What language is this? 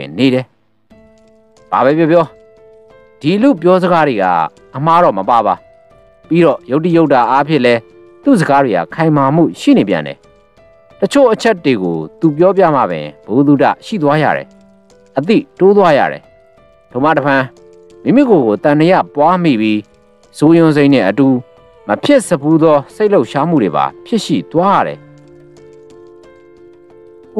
Burmese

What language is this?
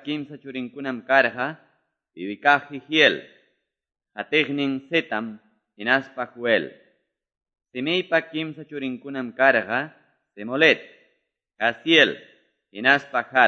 Quechua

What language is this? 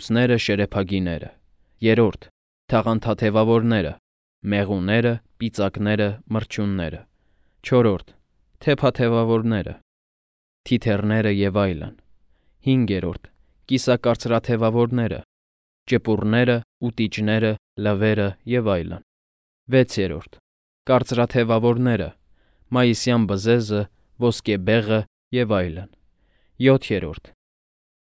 Armenian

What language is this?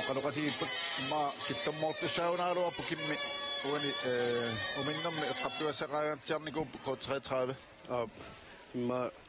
Kalaallisut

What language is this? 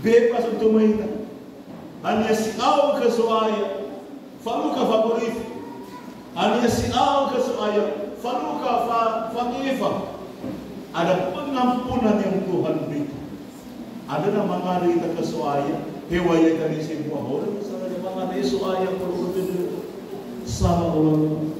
Nias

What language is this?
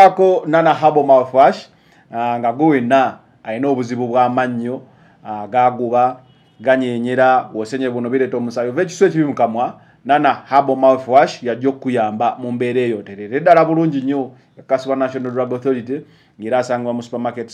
Ganda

